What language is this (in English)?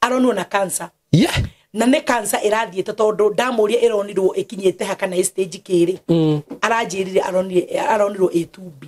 Kikuyu